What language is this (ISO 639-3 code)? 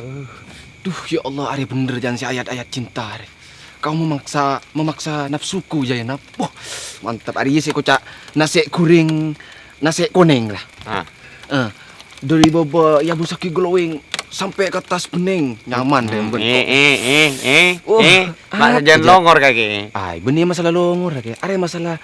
mad